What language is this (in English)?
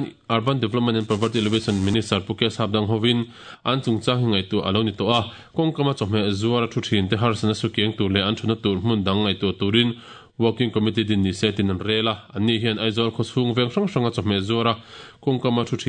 Mizo